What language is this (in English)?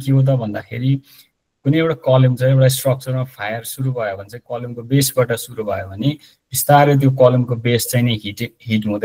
Nepali